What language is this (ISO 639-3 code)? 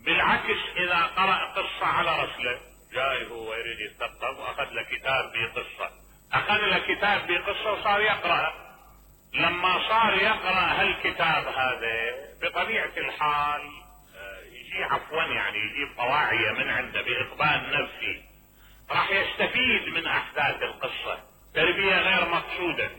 acm